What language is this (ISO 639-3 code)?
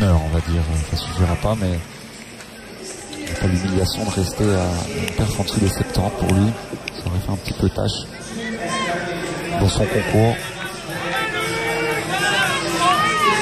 fra